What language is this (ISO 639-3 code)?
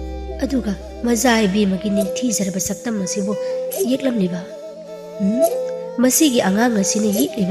mni